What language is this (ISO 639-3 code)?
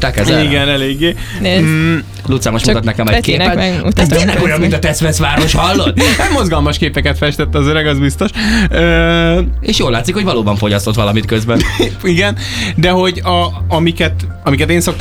hun